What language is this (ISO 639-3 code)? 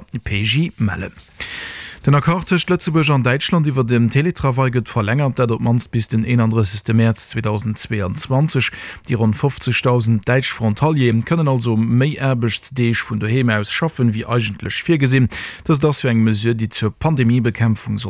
ltz